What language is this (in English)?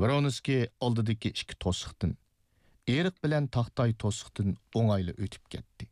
Uyghur